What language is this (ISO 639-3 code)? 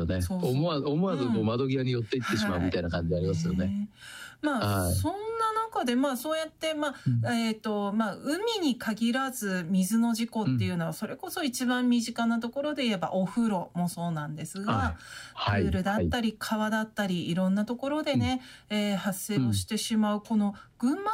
jpn